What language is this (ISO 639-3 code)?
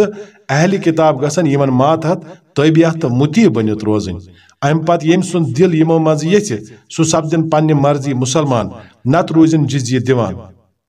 kas